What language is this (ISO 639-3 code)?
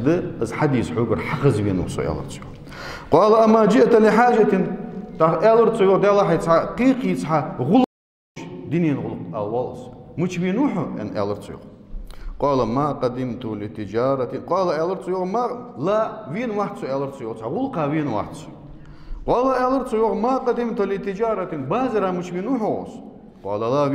inh